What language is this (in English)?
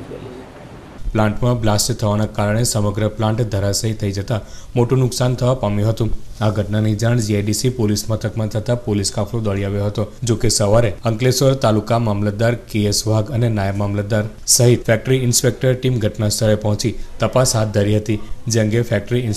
Gujarati